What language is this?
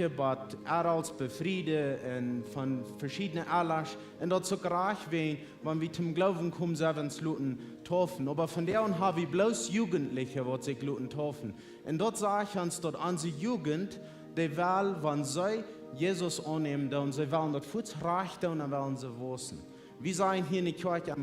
Plautdietsch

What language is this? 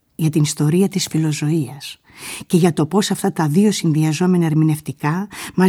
Greek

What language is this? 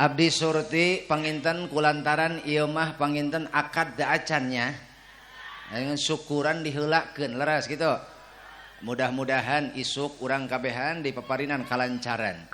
Sundanese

